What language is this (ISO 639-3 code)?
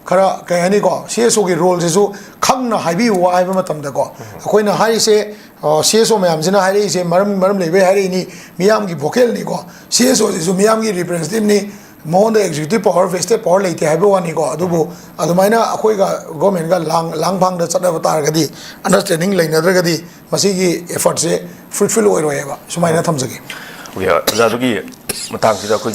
mni